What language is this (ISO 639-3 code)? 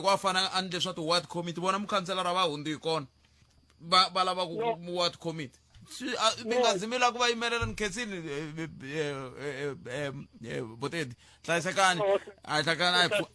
tso